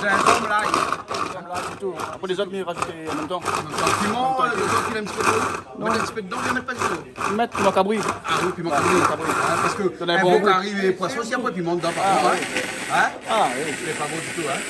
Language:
Réunion Creole French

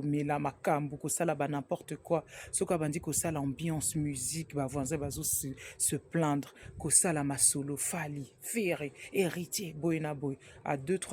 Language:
Lingala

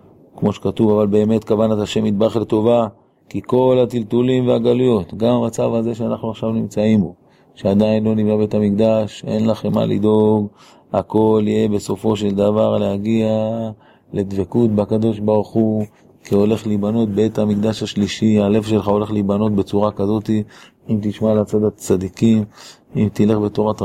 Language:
Hebrew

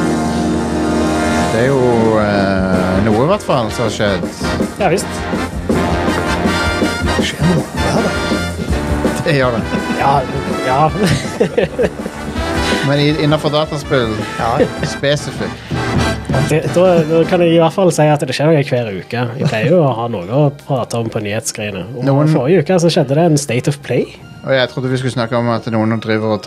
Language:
Norwegian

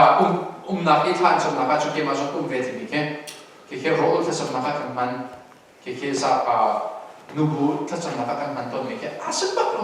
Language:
Hakha Chin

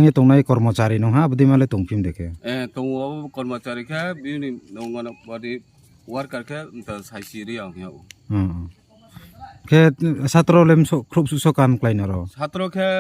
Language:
Riang (India)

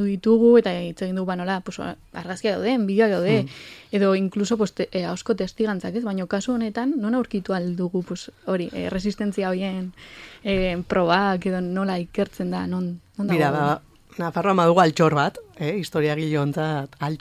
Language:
Basque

